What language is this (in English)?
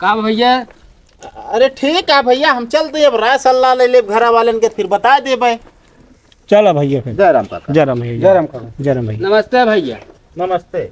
Awadhi